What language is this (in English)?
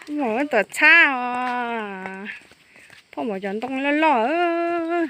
Hmong